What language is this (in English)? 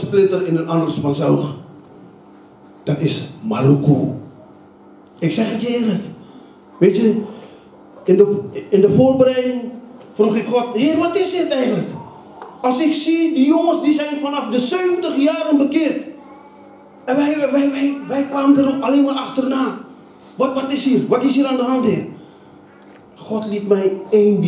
Dutch